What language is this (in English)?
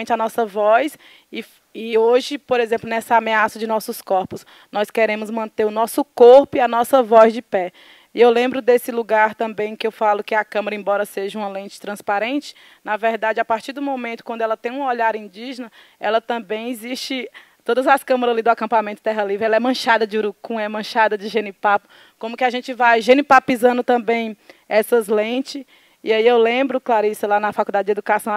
Portuguese